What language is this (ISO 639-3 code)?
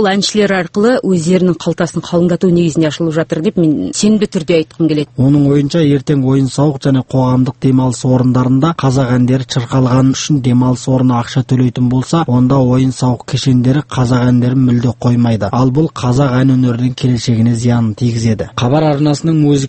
kaz